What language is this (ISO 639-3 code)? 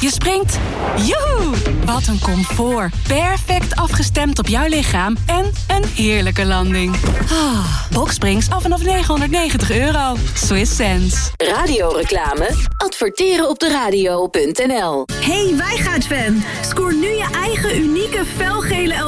nld